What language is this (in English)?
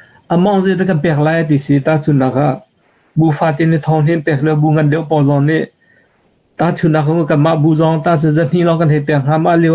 Hakha Chin